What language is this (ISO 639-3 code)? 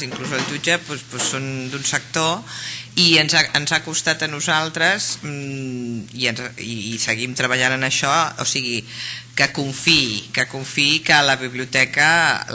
cat